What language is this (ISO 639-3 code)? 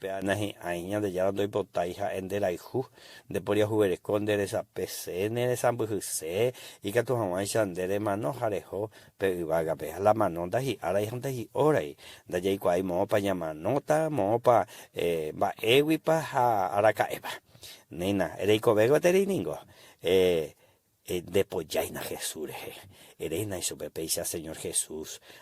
grn